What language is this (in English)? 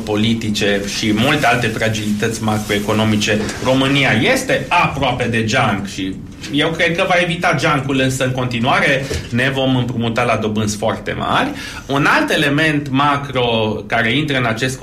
Romanian